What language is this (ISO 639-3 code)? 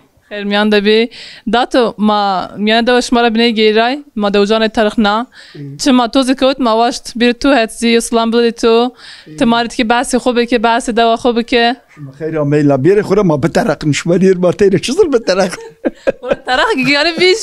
zza